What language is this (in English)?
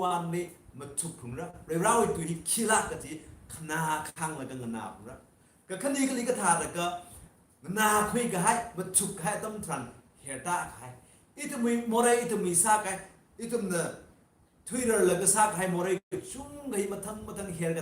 Tangkhul Naga (India)